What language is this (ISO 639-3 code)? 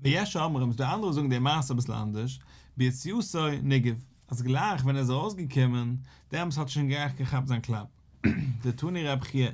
yid